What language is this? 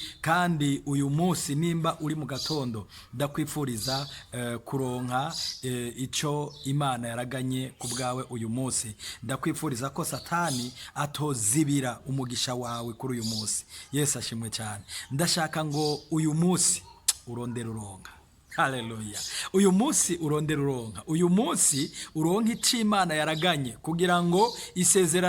Rundi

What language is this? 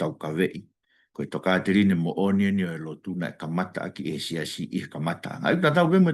Tongan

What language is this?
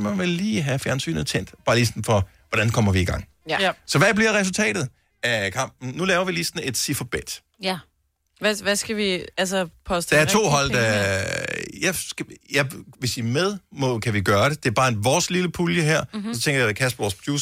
Danish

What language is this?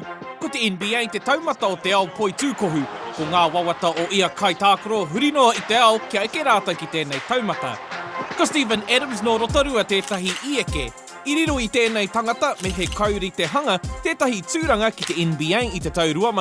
Māori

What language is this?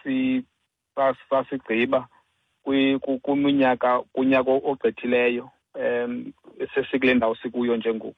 Xhosa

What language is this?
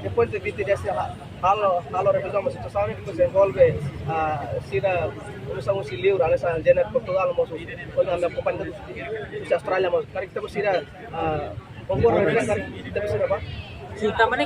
Tetum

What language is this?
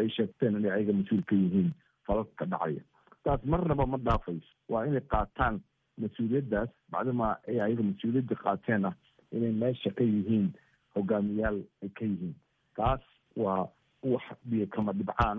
Somali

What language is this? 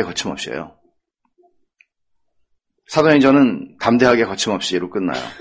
Korean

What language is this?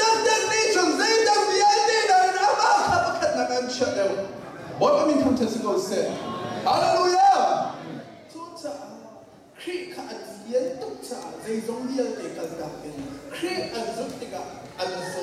Hakha Chin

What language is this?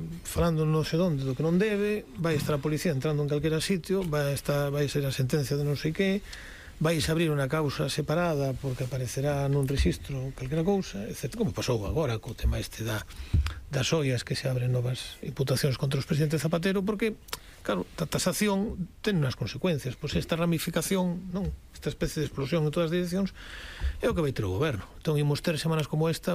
Galician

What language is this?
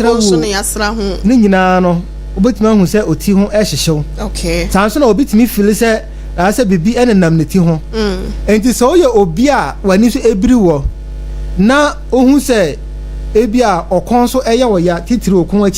Akan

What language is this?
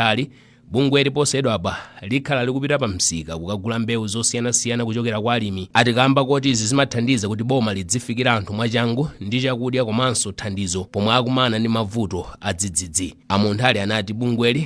Nyanja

